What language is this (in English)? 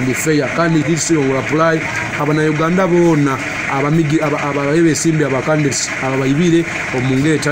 Nyoro